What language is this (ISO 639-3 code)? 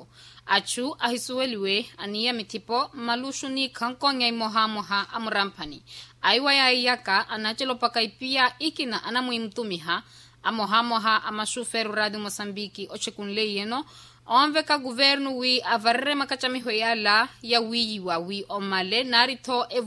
vmw